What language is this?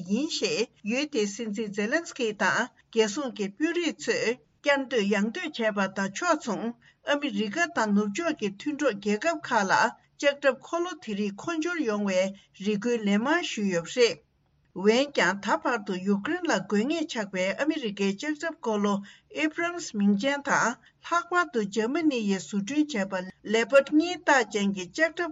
Tibetan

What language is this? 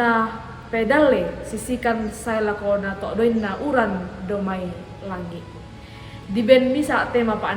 Toraja-Sa'dan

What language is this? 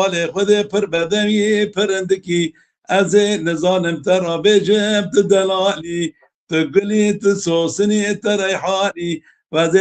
Kurdish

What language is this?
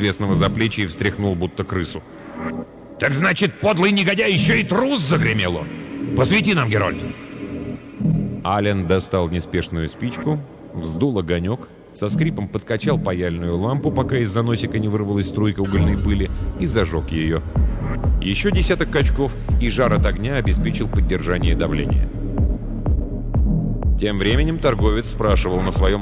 Russian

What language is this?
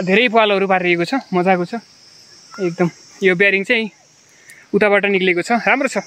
Nepali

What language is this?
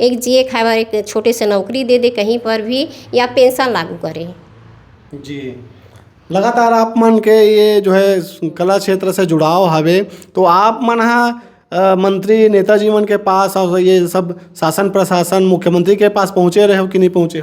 Chhattisgarhi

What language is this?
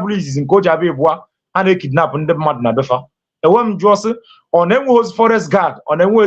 Igbo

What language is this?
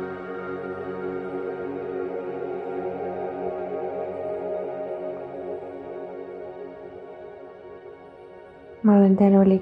Estonian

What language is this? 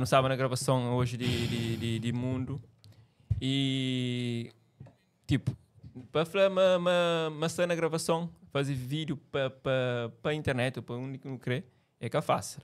Kabuverdianu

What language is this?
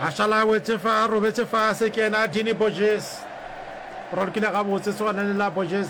Northern Sotho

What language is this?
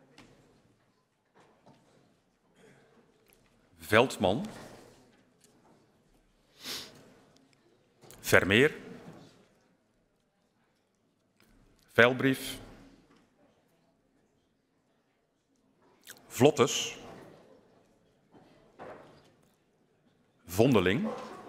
Dutch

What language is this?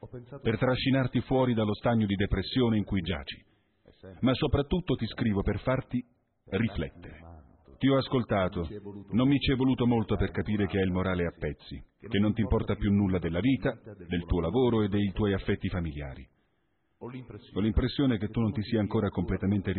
Italian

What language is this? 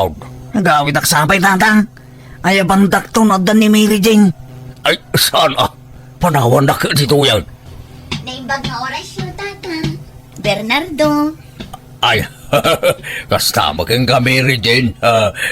Iloko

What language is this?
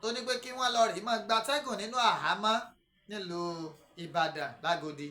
Yoruba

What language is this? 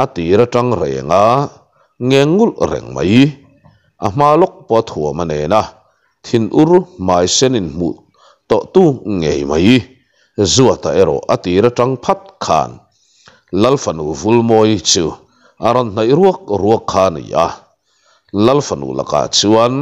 Mizo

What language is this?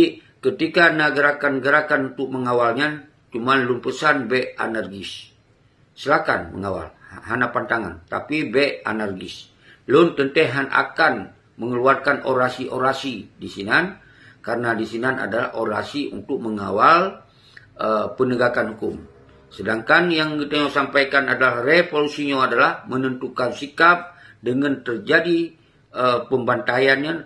Achinese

